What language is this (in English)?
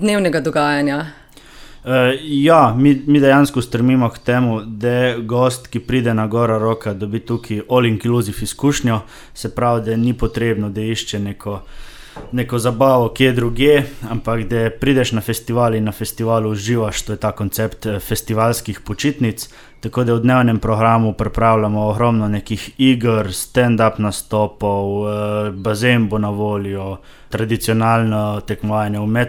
Slovenian